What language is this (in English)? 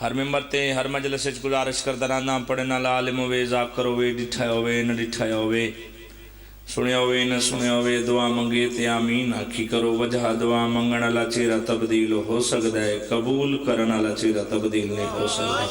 Pahari-Potwari